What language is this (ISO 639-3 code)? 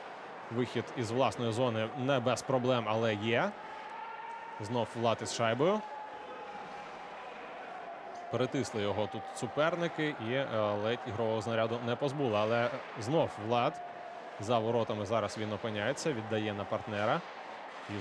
ukr